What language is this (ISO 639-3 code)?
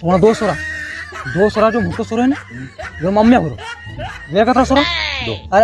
raj